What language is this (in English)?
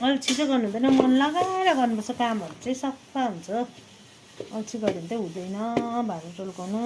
Nepali